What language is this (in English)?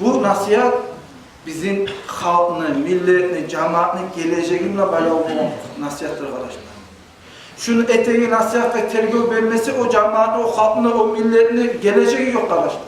Kumyk